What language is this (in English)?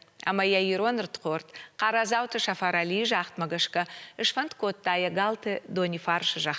Ossetic